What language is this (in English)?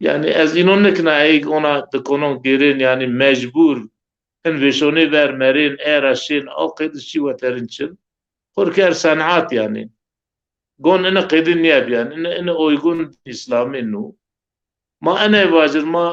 Zaza